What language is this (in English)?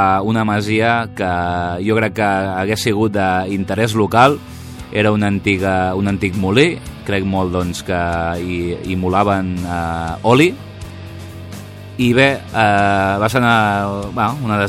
Catalan